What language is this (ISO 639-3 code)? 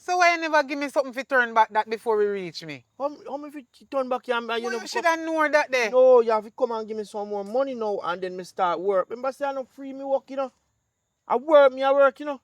jam